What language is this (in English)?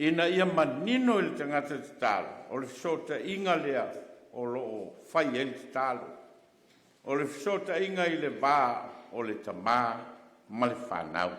Samoan